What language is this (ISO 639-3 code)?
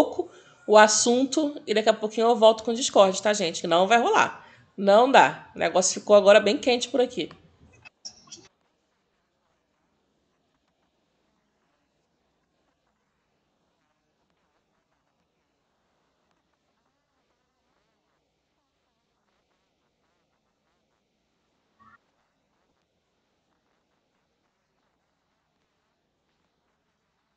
por